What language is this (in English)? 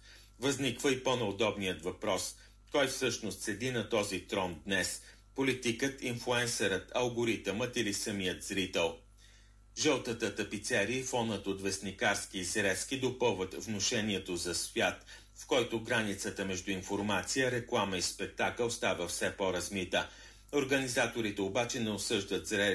Bulgarian